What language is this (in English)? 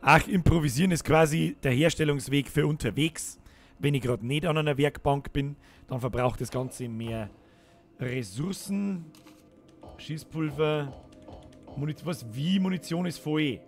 Bavarian